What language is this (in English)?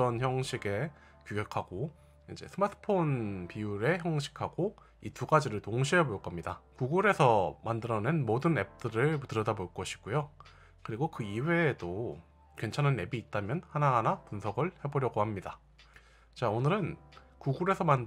Korean